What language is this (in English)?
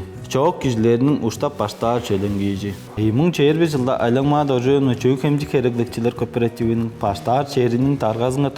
Tuvinian